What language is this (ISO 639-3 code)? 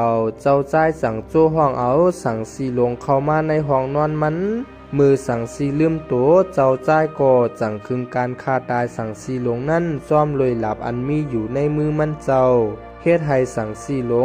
shn